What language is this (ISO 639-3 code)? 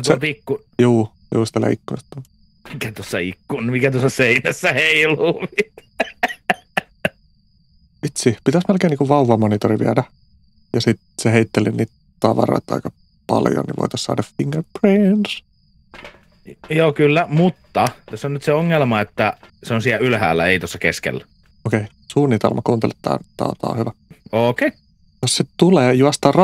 fin